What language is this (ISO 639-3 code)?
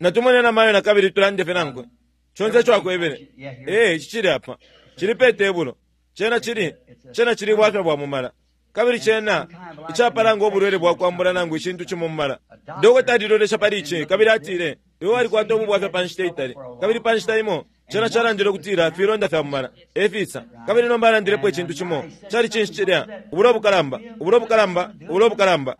bem